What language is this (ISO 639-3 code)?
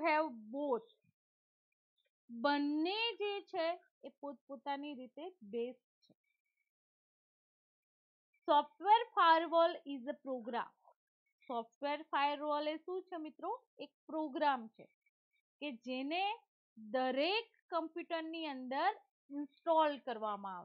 guj